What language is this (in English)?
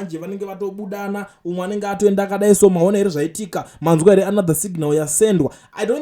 Shona